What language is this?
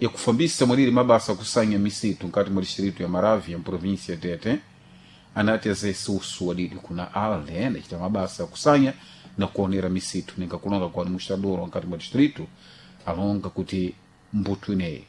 Sena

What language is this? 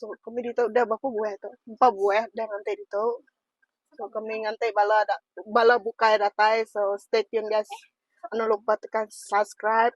Iban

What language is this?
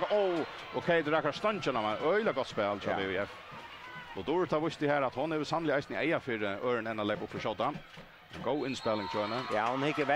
Faroese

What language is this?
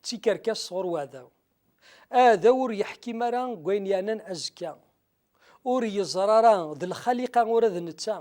Kabyle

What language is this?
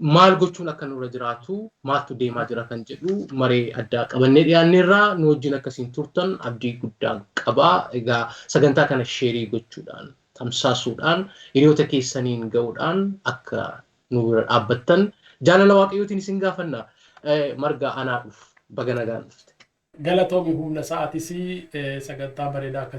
Oromo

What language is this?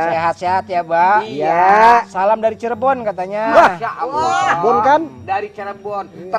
Betawi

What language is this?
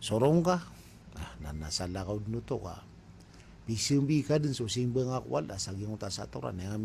Maranao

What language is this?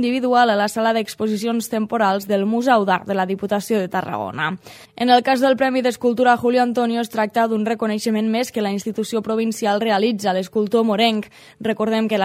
Catalan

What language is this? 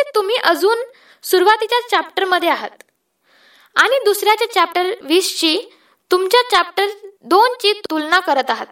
Marathi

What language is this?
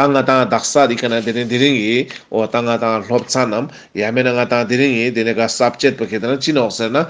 Ladakhi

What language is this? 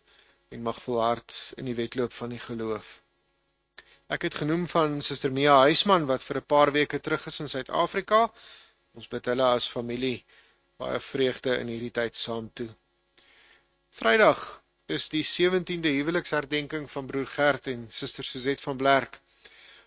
Afrikaans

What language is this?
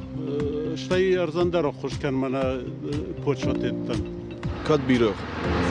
Ossetic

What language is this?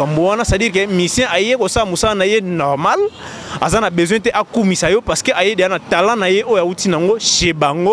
Lingala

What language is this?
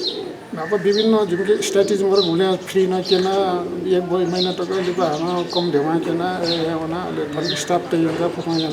Newari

